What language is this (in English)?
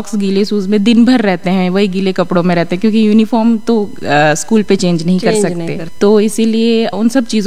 Hindi